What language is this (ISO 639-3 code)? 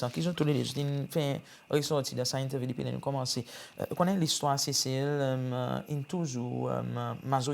crs